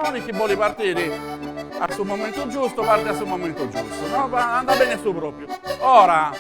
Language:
Sardinian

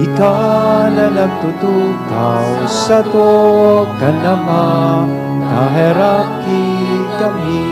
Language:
Bikol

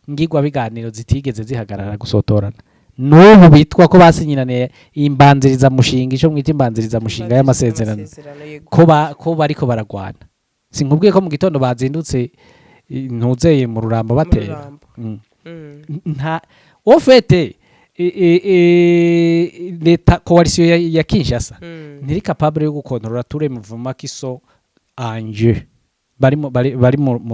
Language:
Rundi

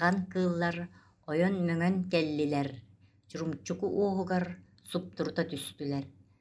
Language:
Yakut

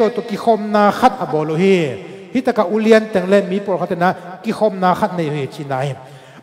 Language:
Tedim Chin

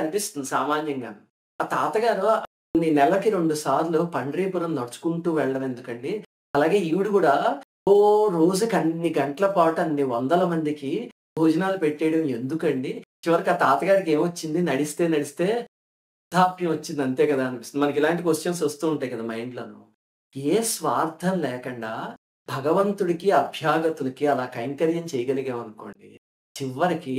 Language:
Telugu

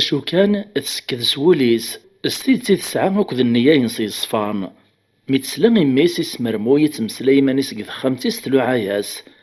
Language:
Kabyle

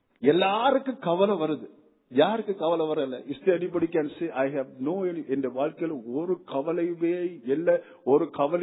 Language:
Tamil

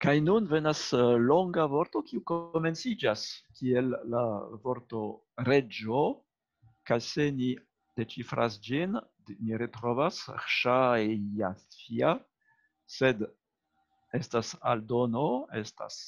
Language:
Esperanto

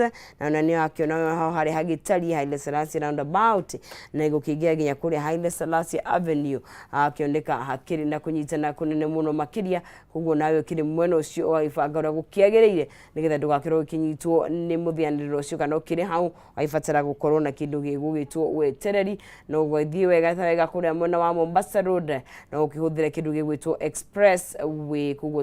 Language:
Kikuyu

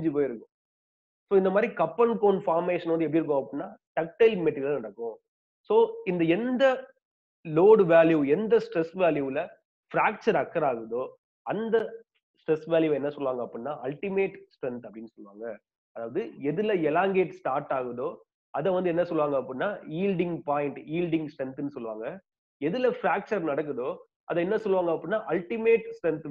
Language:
Tamil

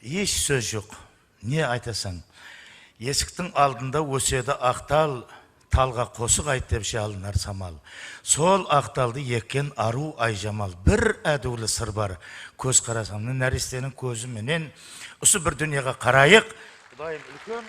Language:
Kara-Kalpak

